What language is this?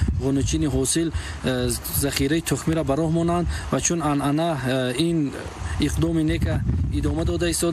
Tajik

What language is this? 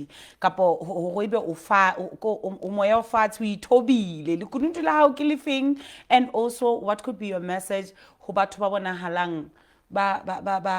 Southern Sotho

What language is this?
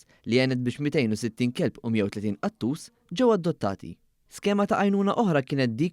Maltese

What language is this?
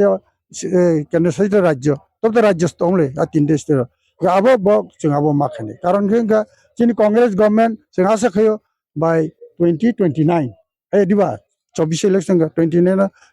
Kok Borok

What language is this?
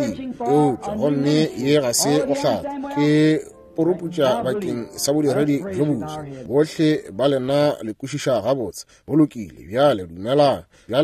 Northern Sotho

